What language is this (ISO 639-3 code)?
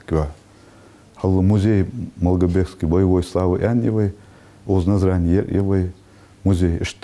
inh